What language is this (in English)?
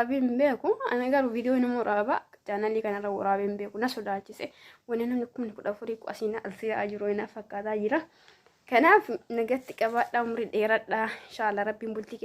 Oromo